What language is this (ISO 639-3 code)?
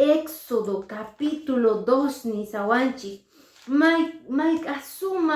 que